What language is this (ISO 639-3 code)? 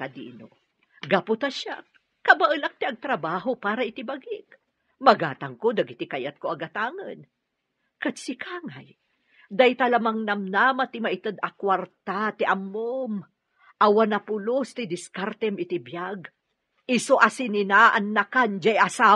ilo